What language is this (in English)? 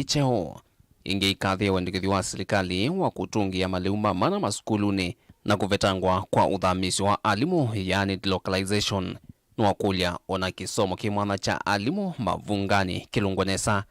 Kamba